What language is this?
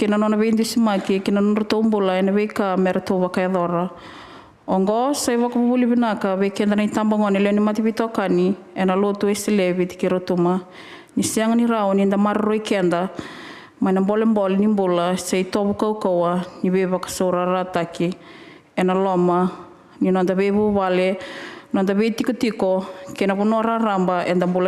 Fijian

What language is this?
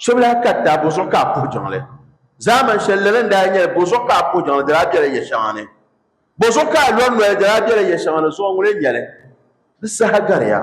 Dagbani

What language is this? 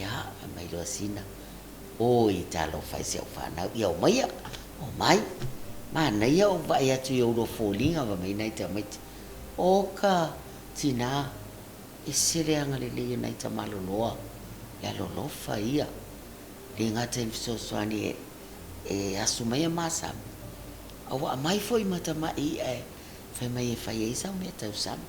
Samoan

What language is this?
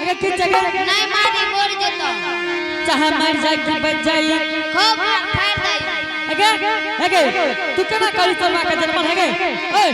Angika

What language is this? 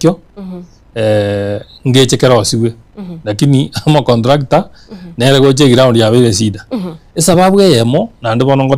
Gusii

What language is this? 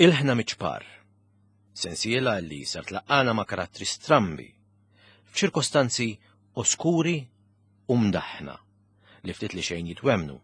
Maltese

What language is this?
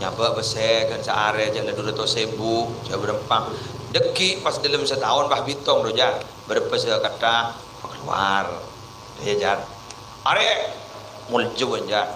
Madurese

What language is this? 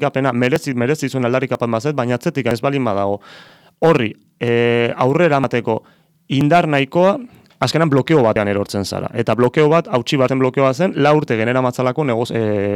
Basque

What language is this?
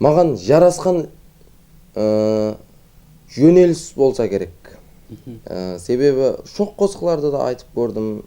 Kara-Kalpak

